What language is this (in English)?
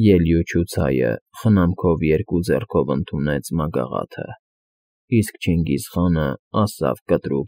Armenian